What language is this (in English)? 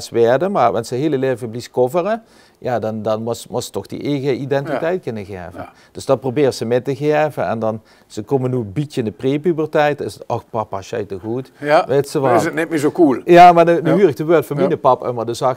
Limburgish